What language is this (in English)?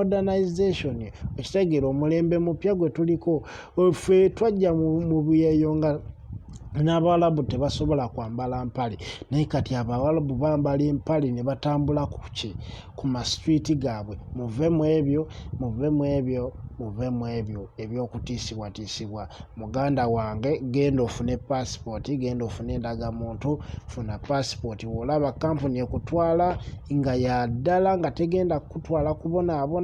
Ganda